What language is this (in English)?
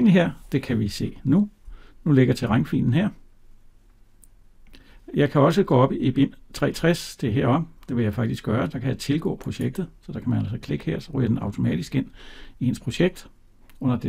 Danish